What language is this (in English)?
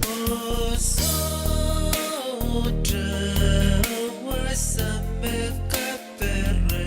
Pohnpeian